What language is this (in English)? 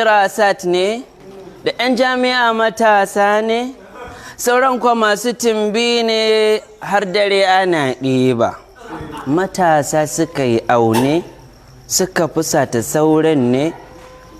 Hausa